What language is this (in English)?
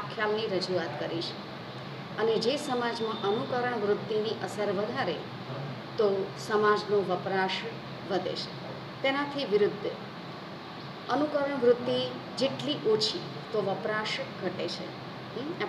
Gujarati